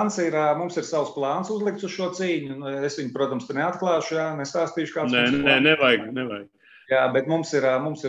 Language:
Latvian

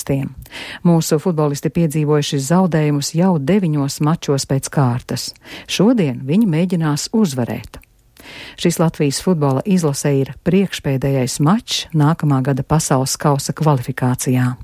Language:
Latvian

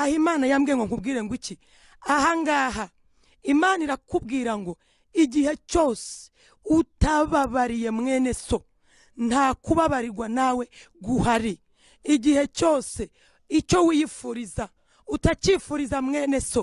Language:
Kinyarwanda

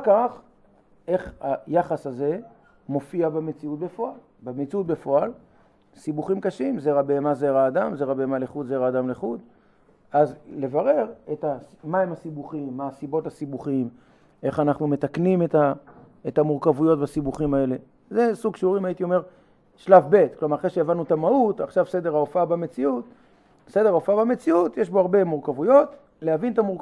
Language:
Hebrew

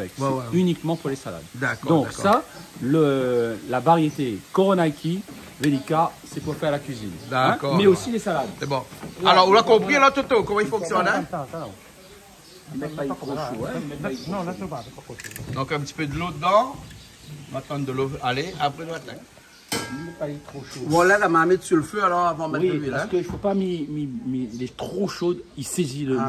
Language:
French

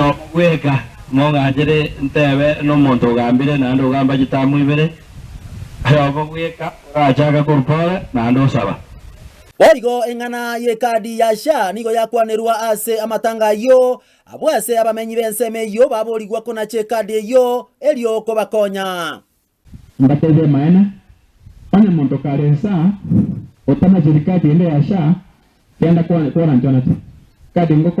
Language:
Gusii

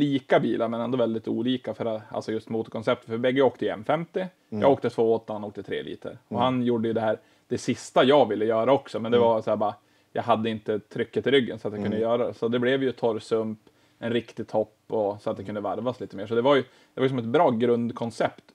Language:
Swedish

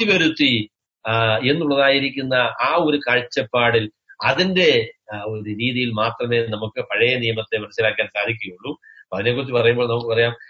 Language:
Malayalam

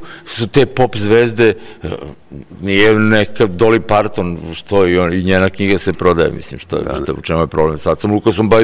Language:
Serbian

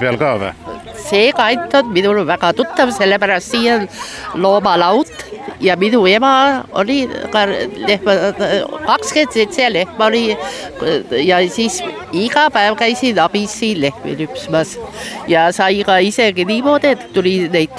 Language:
Estonian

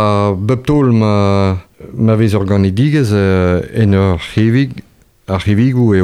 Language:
Breton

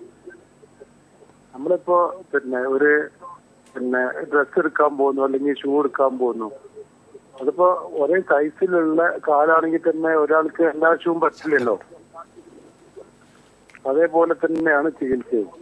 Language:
Malayalam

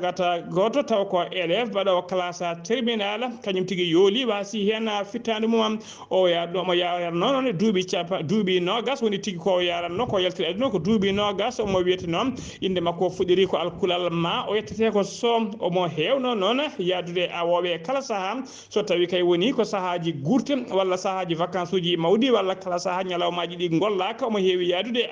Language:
Fula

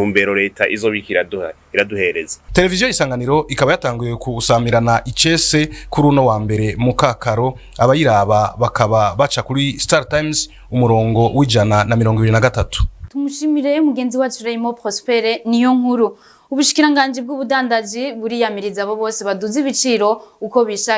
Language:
Rundi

